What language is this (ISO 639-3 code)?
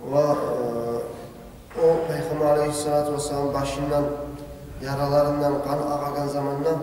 kum